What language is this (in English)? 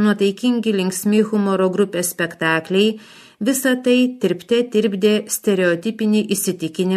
Lithuanian